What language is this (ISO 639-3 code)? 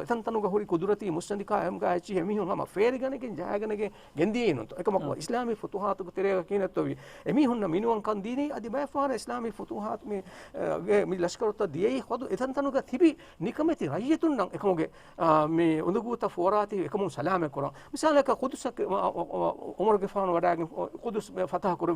div